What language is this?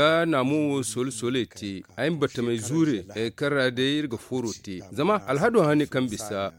Zarma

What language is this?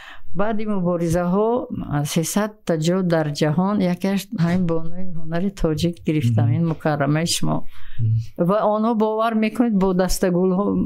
Tajik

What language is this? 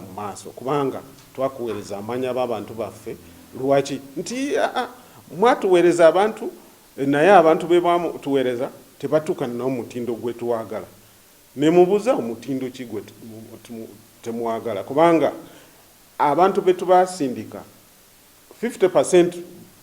Ganda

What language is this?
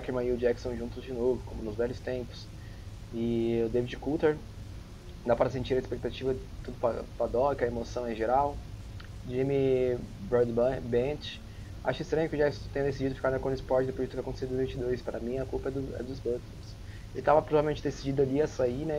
Portuguese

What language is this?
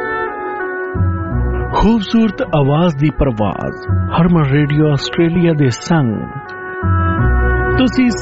Punjabi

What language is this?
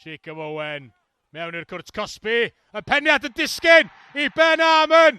Welsh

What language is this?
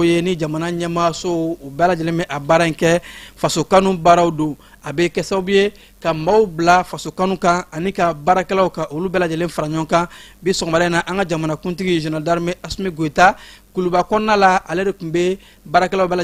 Bambara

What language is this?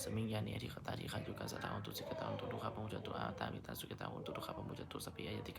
Pali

